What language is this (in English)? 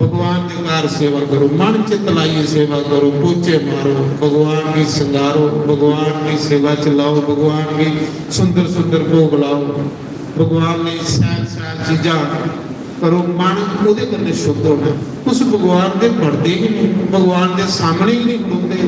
Dogri